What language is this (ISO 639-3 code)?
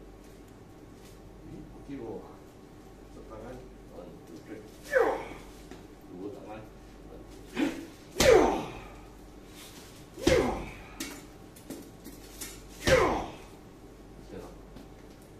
msa